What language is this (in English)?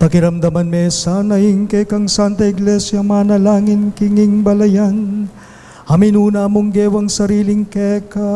Pampanga